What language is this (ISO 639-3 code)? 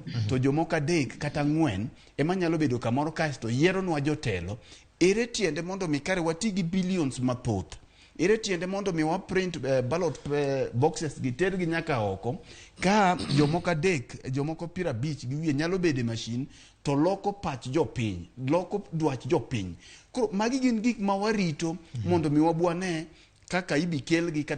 luo